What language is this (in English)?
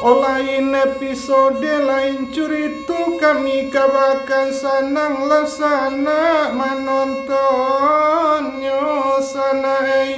Minangkabau